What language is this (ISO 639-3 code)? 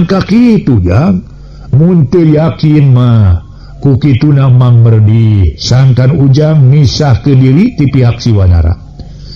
sun